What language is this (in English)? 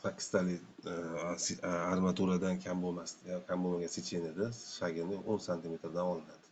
Uzbek